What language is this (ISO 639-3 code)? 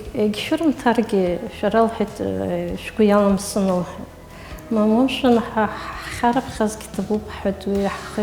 abk